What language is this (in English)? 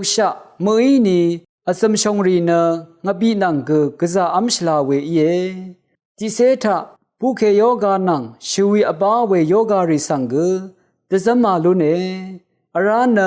Rawang